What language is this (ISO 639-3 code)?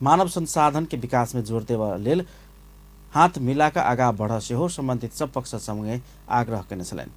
mai